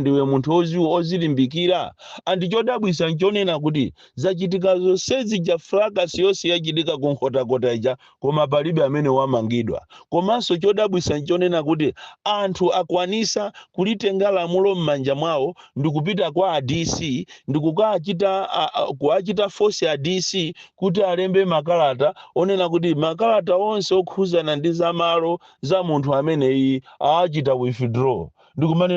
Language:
Nyanja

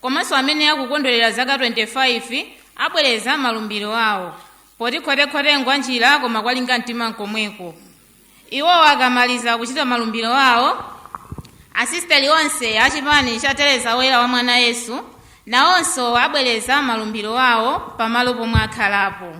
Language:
Nyanja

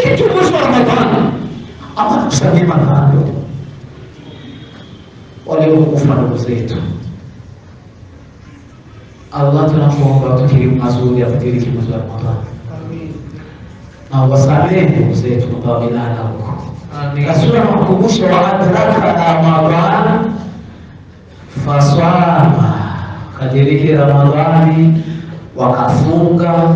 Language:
Swahili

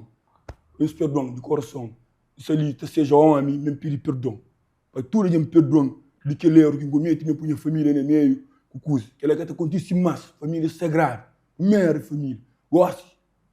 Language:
Kabuverdianu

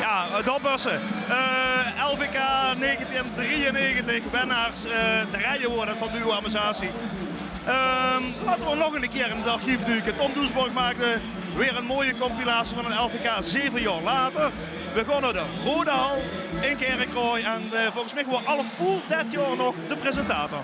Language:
Limburgish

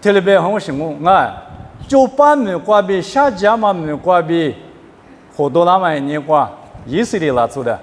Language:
Lisu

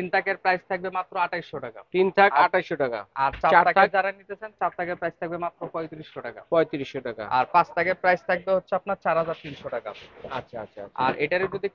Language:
Bangla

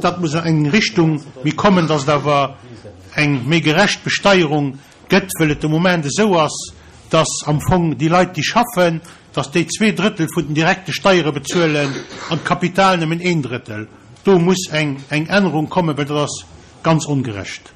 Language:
Luxembourgish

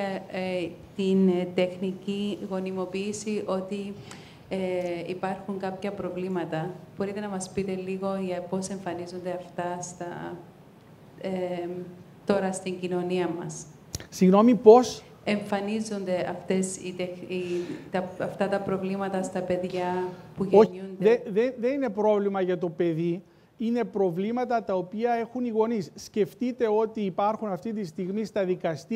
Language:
Greek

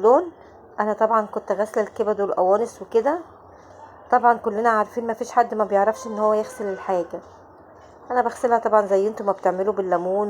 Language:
Egyptian Arabic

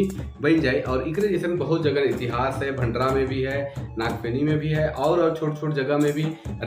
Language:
Sadri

